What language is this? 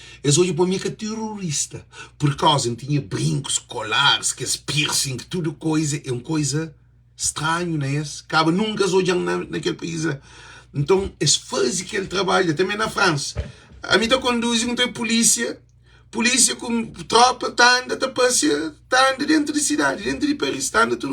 Kabuverdianu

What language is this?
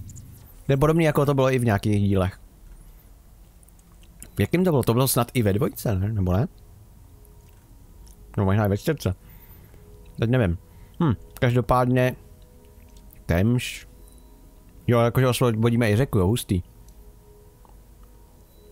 Czech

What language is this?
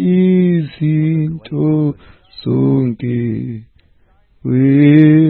Xhosa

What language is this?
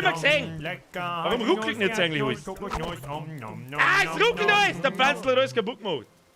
Bavarian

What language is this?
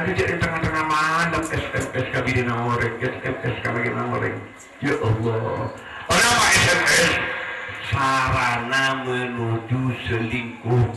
Madurese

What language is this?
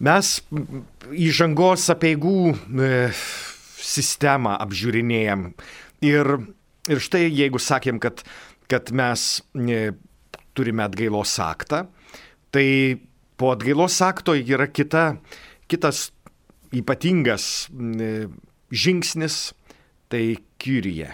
Lithuanian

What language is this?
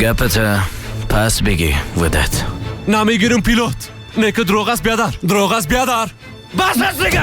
Persian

